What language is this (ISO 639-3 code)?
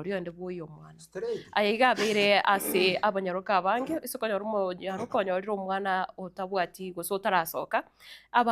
guz